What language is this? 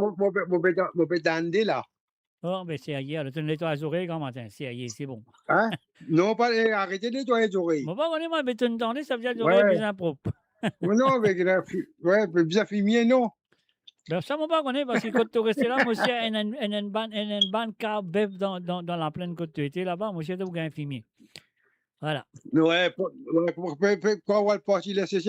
Morisyen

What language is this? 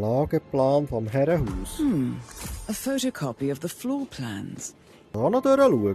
Swiss German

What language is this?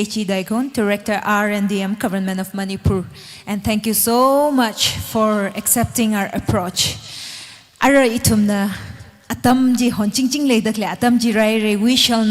Tangkhul Naga (India)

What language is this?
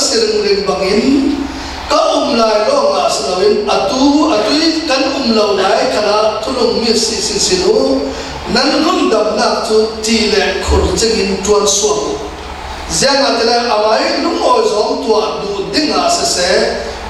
Falam Chin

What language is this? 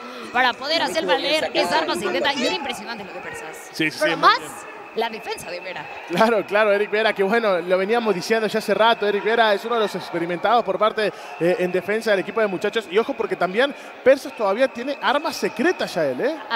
Spanish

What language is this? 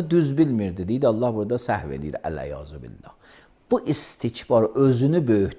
Azerbaijani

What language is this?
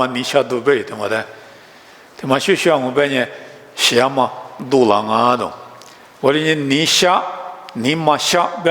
Lisu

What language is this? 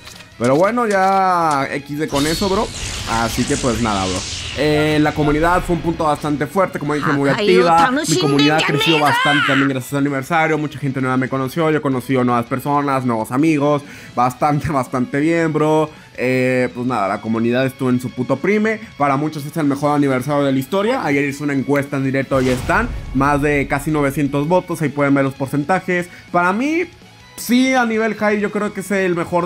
Spanish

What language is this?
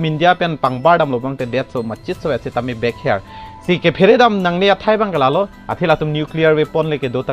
Karbi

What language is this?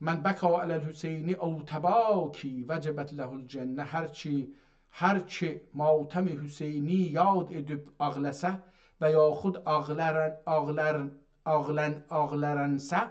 South Azerbaijani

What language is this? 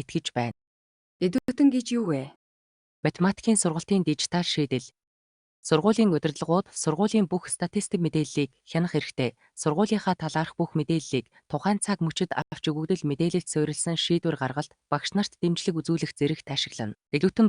Mongolian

